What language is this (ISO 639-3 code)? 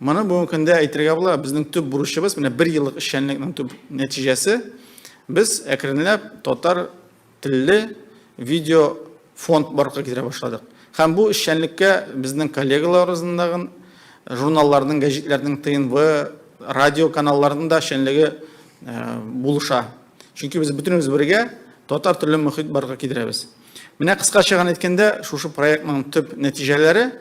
tat